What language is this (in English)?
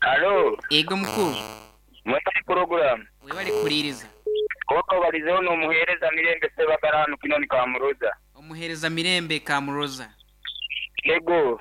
Nyoro